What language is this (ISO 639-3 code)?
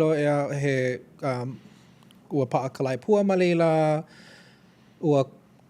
haw